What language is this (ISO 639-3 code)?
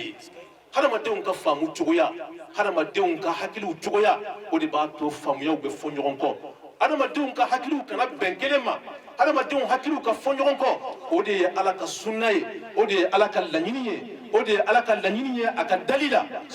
bam